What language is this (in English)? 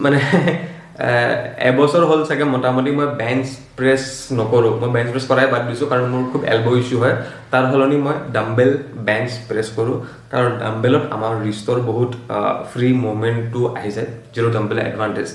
Assamese